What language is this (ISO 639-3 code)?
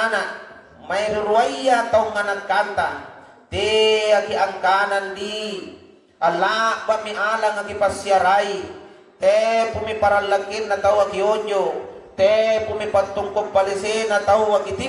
mak